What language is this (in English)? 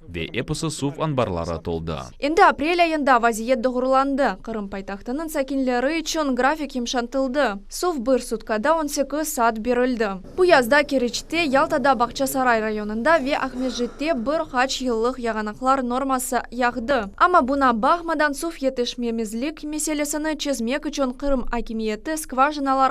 Crimean Tatar